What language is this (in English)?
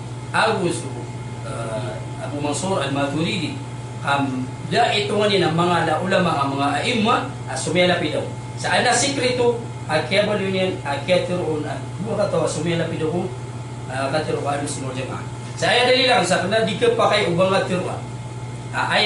Maranao